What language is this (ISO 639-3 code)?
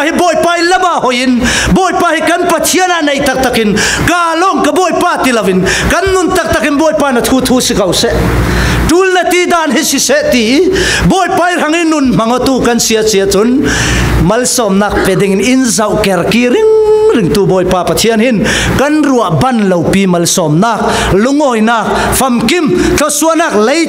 cfm